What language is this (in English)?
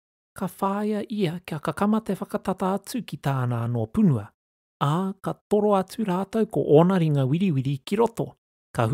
Māori